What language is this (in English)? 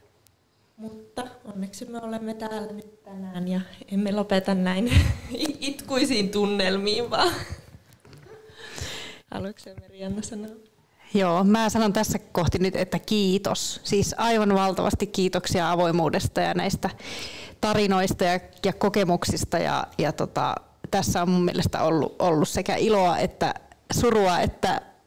Finnish